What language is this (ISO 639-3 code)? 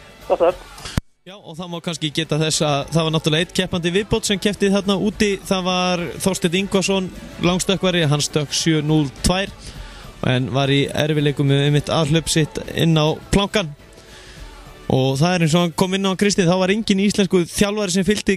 isl